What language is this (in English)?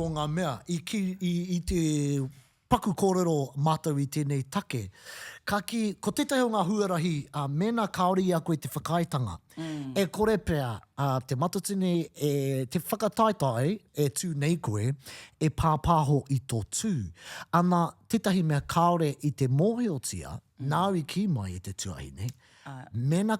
Māori